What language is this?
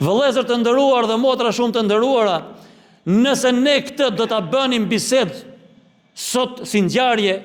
Albanian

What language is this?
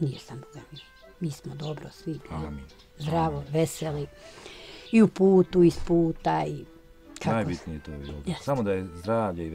Bosnian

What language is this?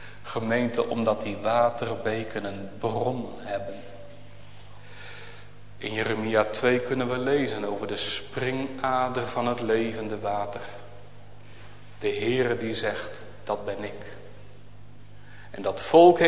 Dutch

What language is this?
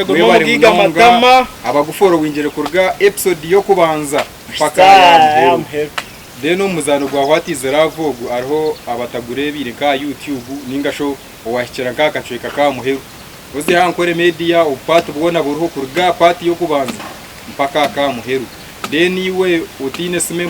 Nyankole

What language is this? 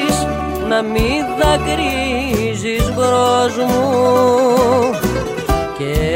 Greek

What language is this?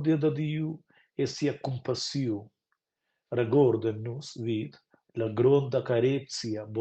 Romansh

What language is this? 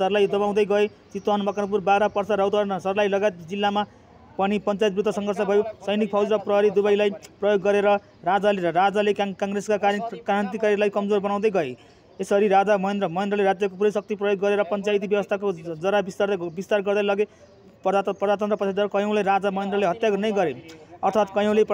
Nepali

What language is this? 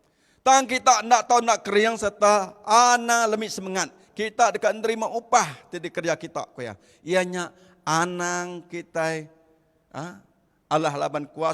Iban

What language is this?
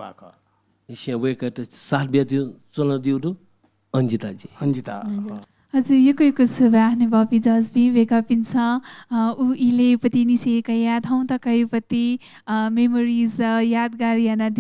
Newari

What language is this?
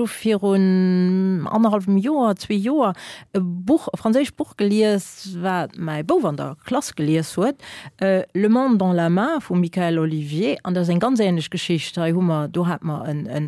Luxembourgish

